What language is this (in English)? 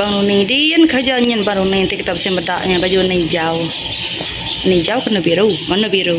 Iban